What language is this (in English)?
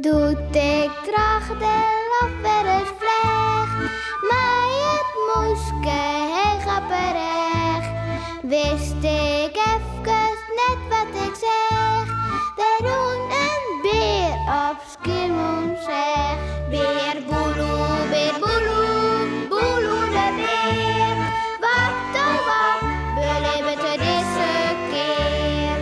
Western Frisian